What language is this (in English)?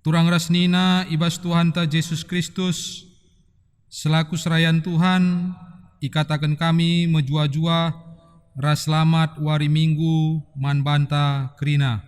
Batak Karo